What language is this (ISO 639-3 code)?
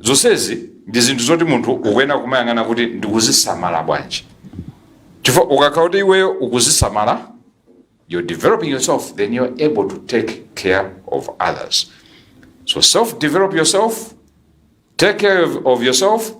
nya